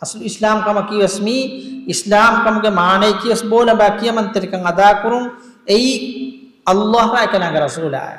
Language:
Divehi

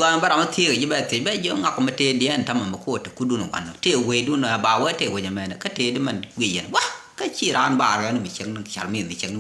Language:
Nuer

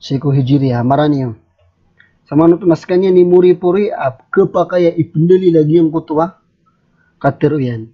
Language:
Maranao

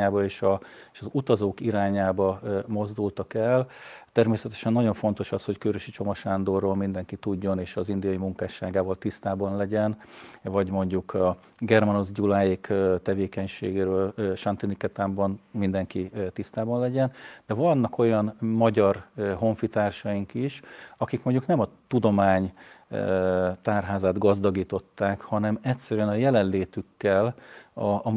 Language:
Hungarian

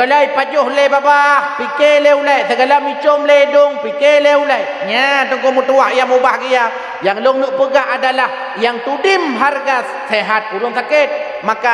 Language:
Achinese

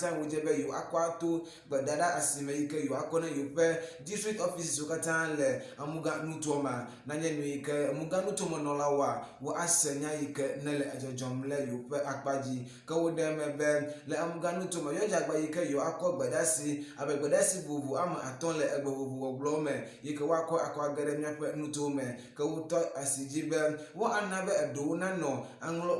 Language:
Ewe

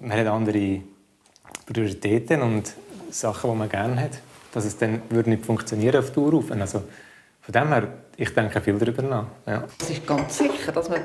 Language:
Swiss German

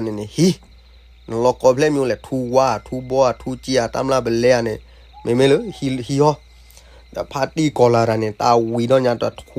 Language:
S'gaw Karen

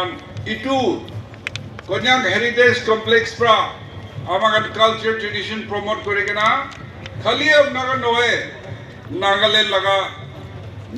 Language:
Naga Pidgin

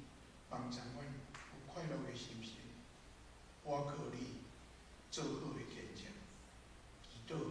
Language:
Min Nan Chinese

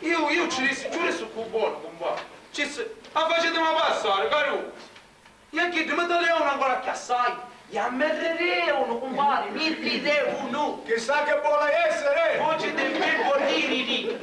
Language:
Sicilian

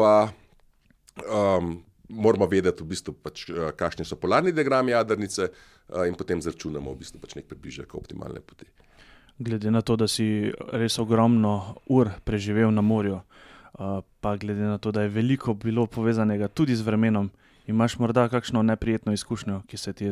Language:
Slovenian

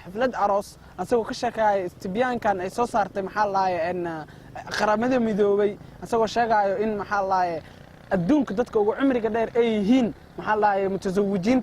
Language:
Somali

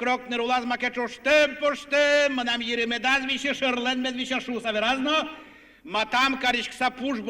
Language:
Udmurt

